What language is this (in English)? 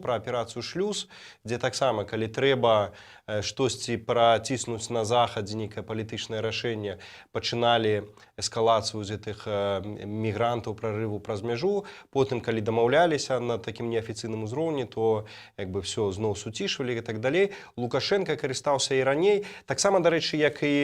Belarusian